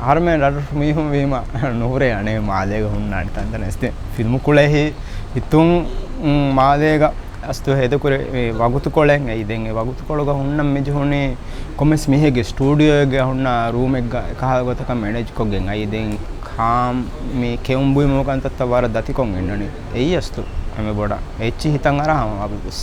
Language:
Divehi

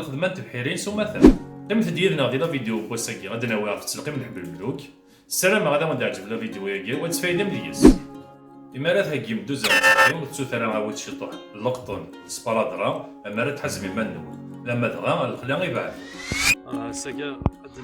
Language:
Kabyle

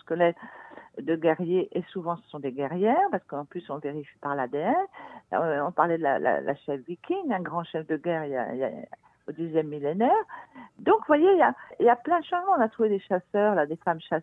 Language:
French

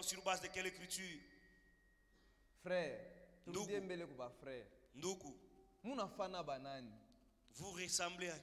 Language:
Swahili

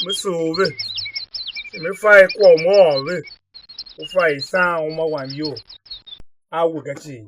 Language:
Tiv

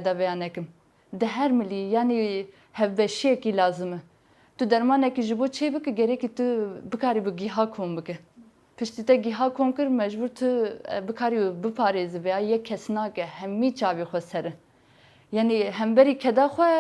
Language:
Kurdish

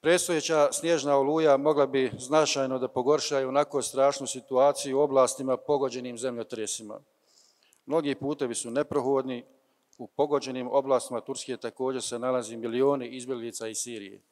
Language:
Bosnian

